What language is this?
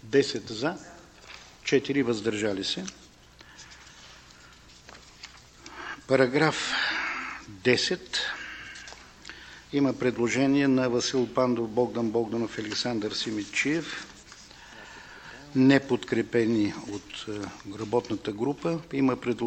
Bulgarian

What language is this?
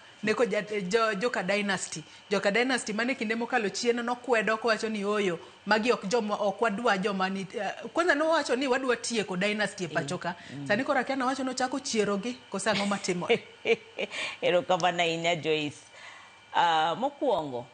Luo (Kenya and Tanzania)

